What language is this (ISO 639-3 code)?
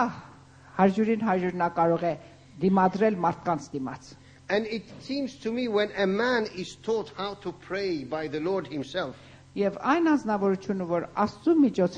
hye